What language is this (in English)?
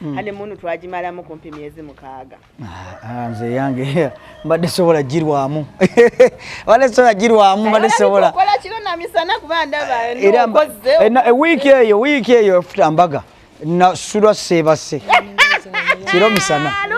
Ganda